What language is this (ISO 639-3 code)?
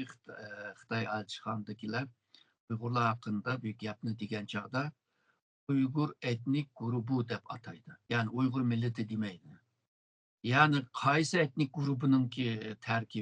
uig